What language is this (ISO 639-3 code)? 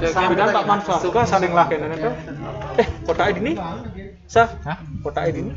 ban